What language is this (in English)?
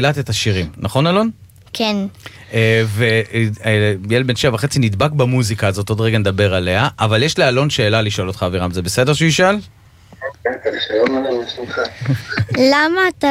Hebrew